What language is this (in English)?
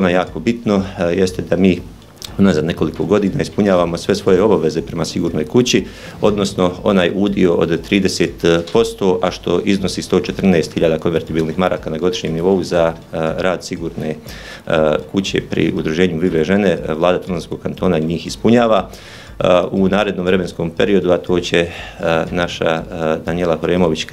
Bosnian